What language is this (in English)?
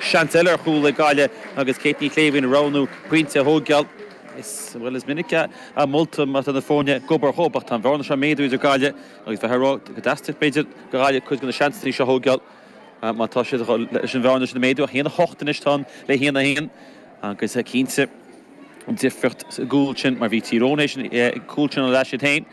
Irish